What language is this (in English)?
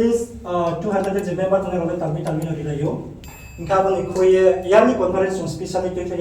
Riang (India)